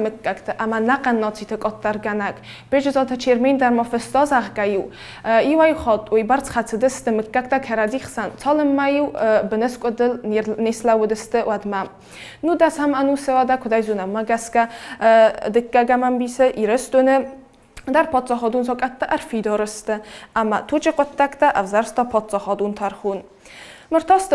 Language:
Ossetic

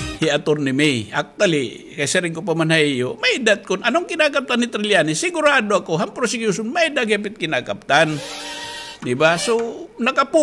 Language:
Waray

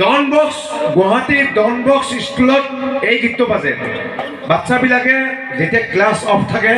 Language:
Assamese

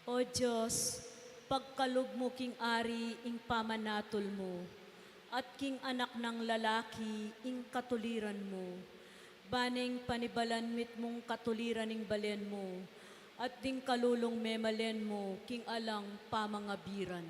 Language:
Pampanga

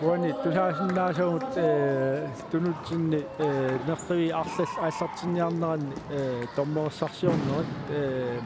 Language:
Kalaallisut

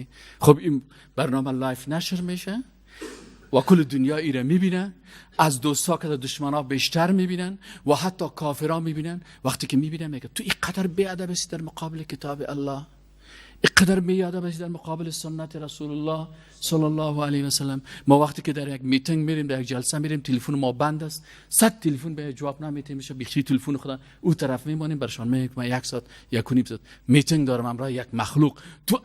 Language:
Persian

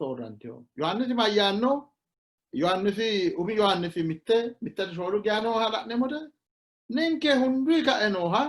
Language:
Sidamo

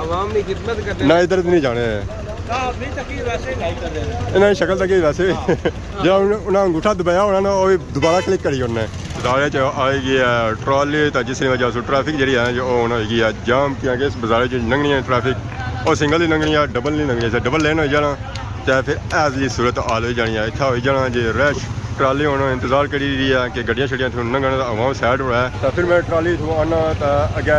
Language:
Pahari-Potwari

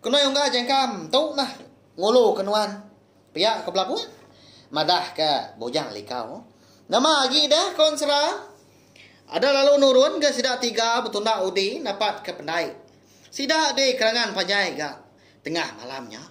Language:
Iban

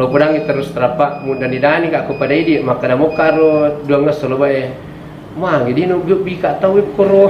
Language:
Buginese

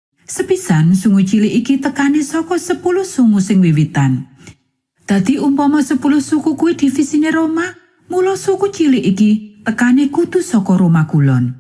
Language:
Javanese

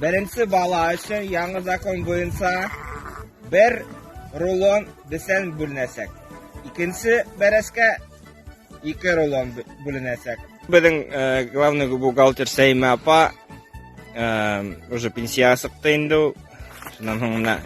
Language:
Tatar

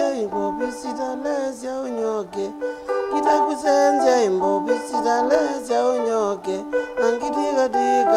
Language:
Kamba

